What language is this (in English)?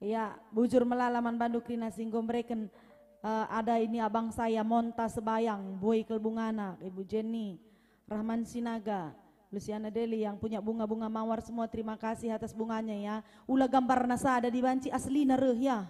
Batak Karo